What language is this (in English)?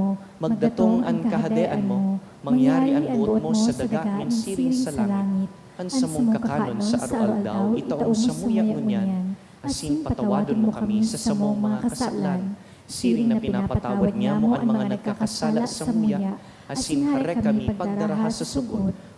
Bikol